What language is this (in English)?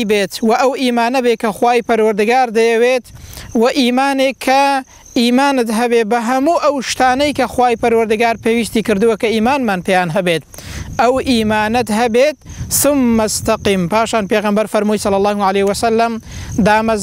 Central Kurdish